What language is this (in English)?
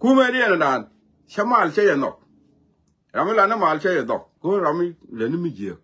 Nuer